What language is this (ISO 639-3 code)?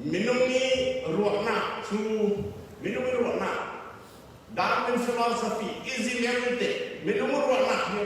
cfm